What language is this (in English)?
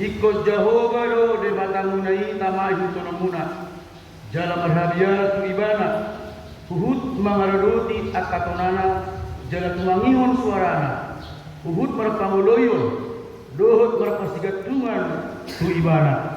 Batak Toba